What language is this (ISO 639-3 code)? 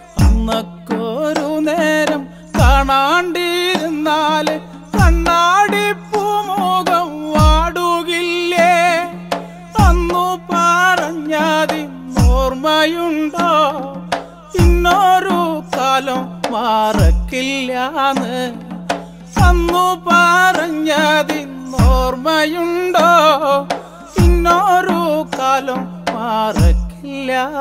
mal